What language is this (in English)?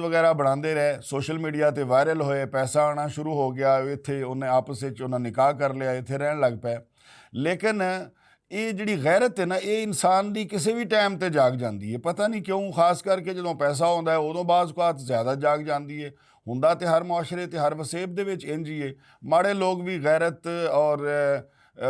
Western Panjabi